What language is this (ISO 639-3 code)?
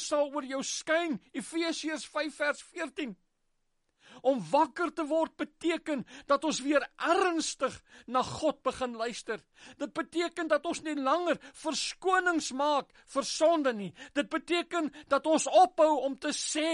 afr